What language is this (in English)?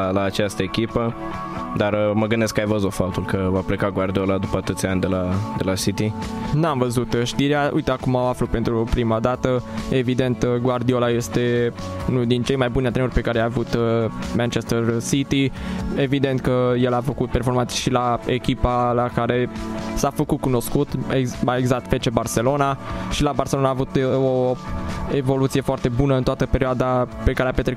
Romanian